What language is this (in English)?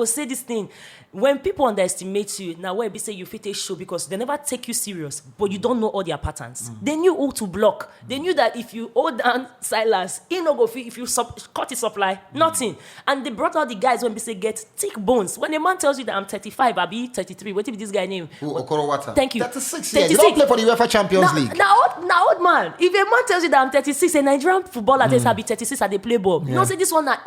Nigerian Pidgin